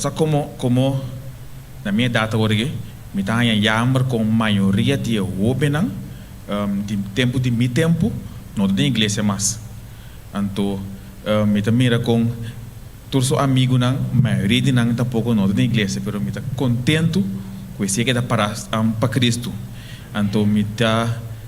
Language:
Papiamento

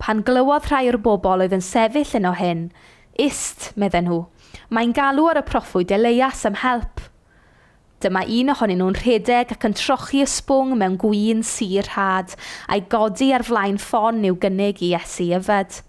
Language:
Welsh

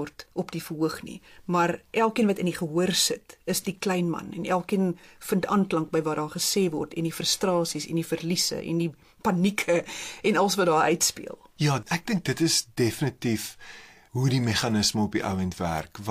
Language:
Afrikaans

